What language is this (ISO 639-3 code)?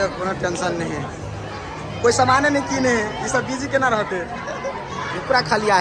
mai